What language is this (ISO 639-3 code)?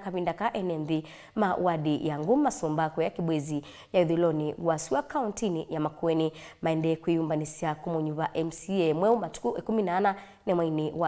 kam